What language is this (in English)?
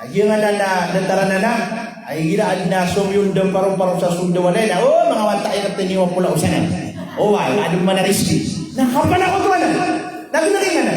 Maranao